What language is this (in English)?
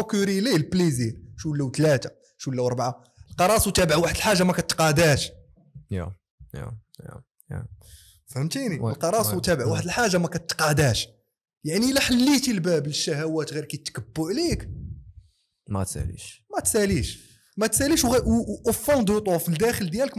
Moroccan Arabic